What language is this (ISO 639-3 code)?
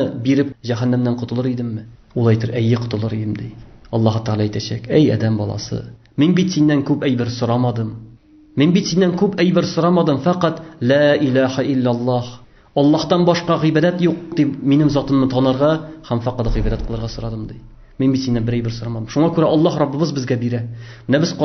tat